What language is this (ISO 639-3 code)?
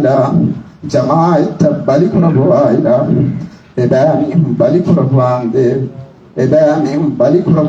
div